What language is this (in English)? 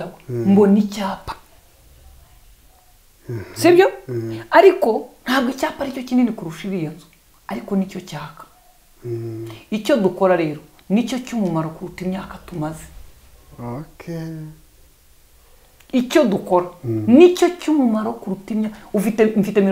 Kinyarwanda